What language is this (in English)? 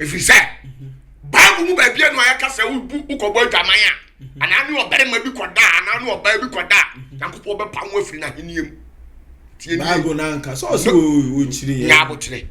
Akan